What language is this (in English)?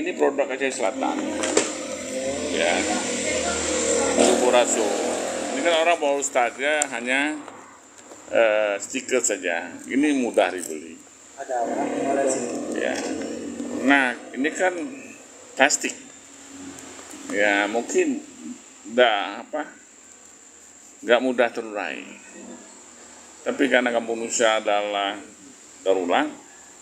Indonesian